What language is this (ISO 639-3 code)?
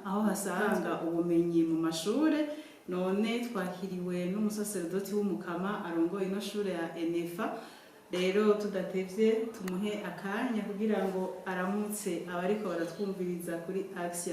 run